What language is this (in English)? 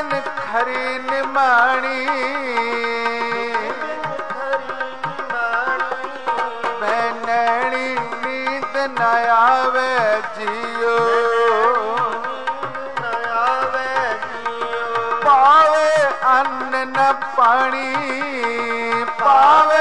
Punjabi